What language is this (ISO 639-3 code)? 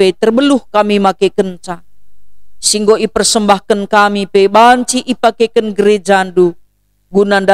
btx